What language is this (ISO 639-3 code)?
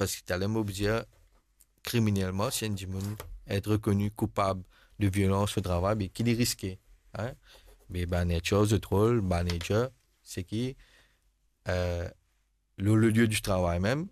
mfe